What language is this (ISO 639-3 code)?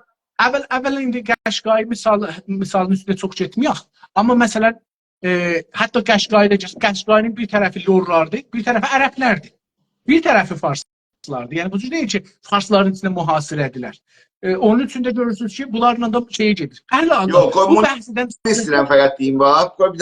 azb